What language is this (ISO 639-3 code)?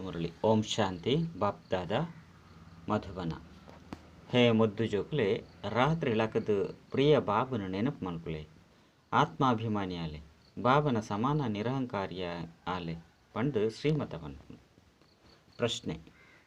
tcy